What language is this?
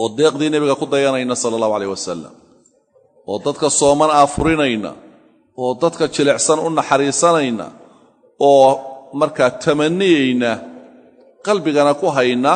Somali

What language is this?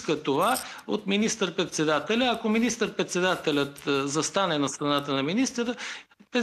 Bulgarian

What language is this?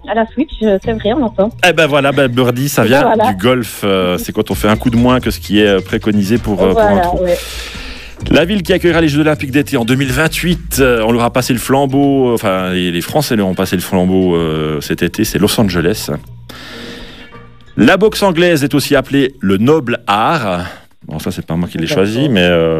French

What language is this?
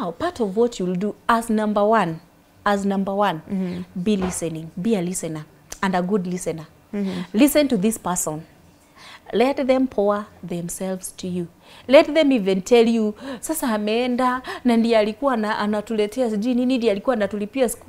English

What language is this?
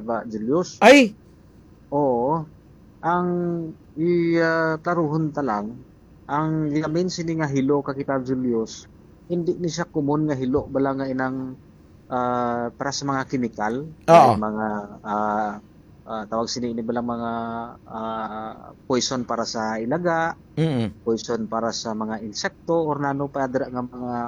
Hiligaynon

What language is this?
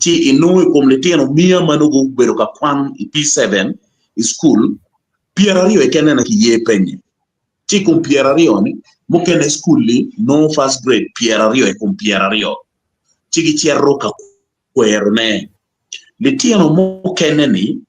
Acoli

